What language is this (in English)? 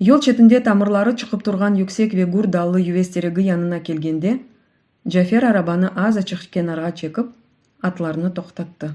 Crimean Tatar